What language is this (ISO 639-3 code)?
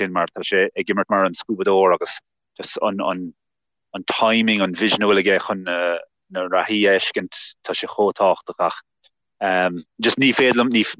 gle